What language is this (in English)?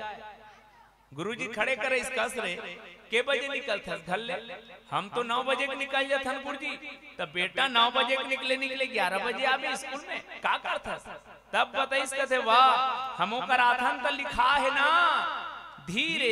Chhattisgarhi